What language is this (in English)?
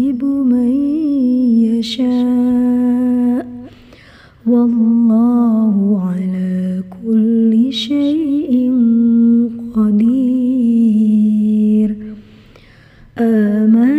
Arabic